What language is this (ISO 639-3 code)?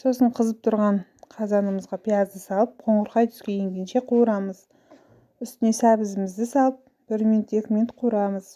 kaz